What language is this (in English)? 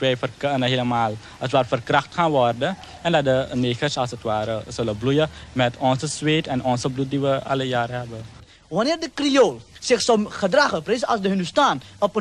Dutch